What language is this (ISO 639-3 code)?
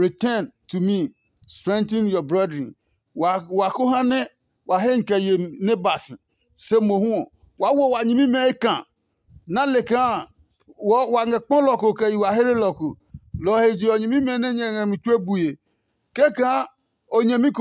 ada